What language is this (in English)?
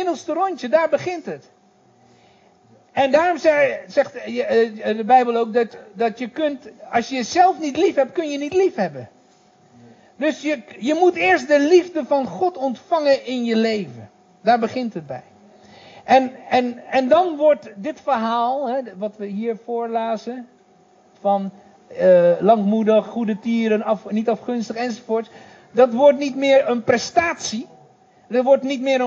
Dutch